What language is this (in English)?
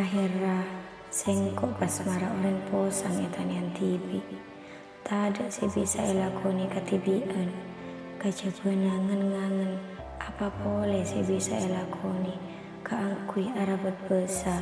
Madurese